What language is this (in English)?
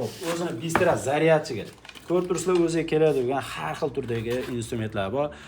Uzbek